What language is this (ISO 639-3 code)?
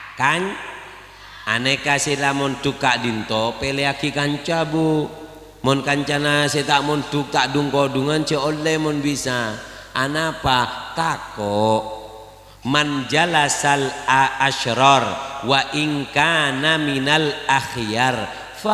mad